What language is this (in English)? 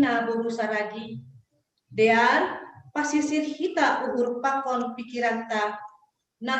Batak Simalungun